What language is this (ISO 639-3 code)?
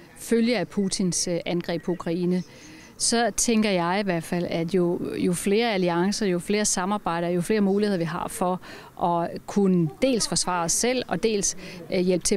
dan